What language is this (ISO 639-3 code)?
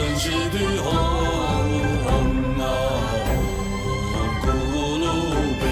zho